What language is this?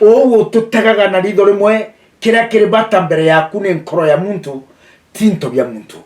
Meru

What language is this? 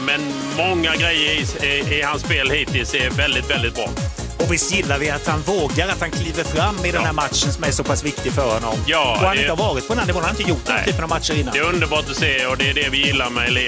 Swedish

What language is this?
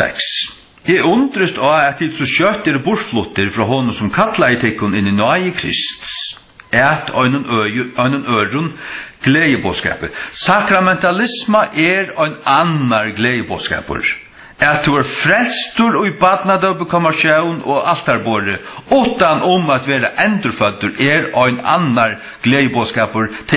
Faroese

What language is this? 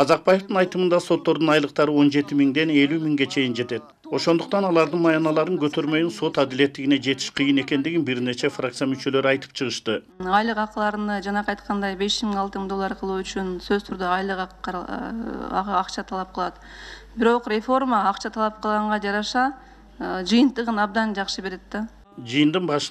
Kyrgyz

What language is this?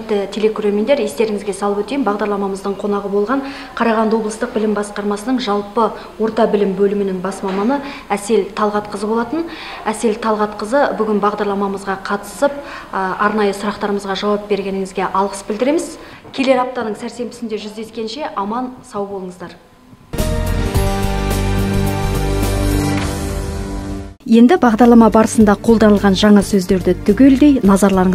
Kazakh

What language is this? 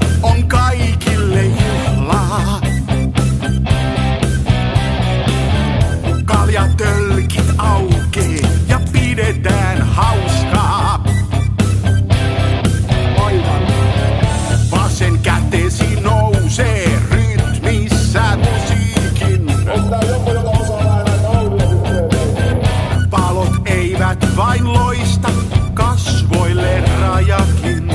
Finnish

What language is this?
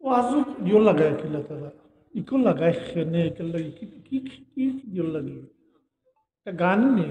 Sylheti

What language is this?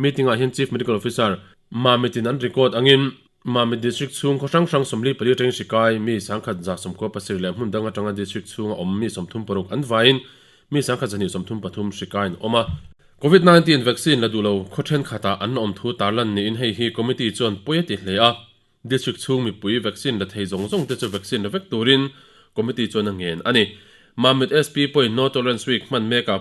Mizo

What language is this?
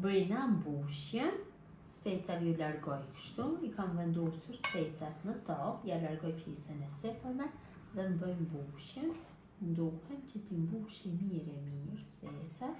Albanian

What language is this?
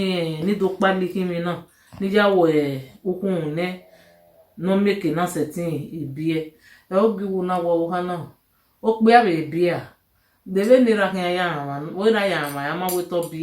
Bini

